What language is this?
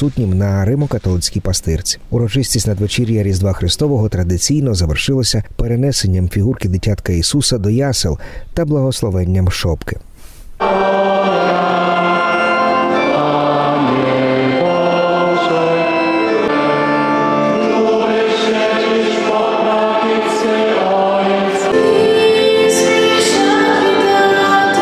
Ukrainian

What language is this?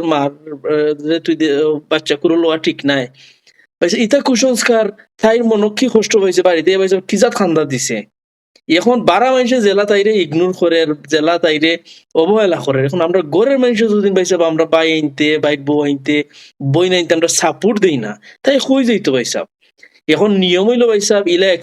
Sylheti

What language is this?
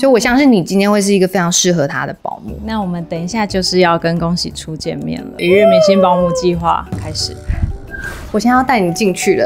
Chinese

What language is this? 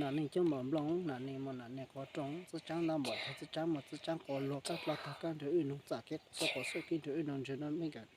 Hmong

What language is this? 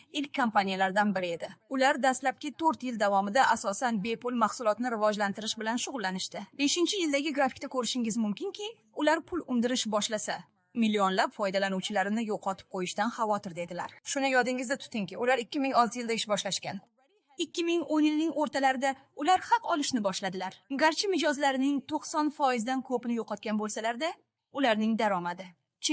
Uzbek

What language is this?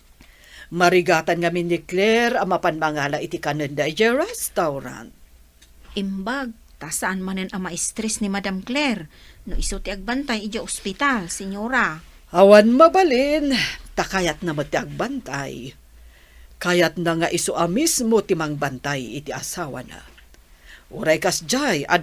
Iloko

